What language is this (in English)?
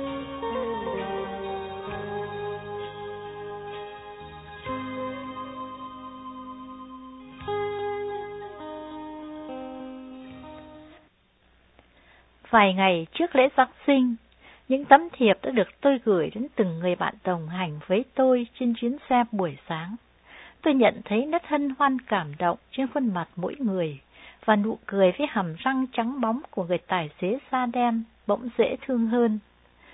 Vietnamese